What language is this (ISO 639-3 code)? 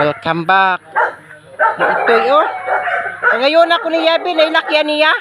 ceb